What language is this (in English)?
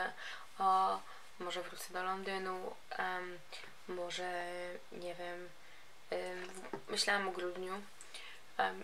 Polish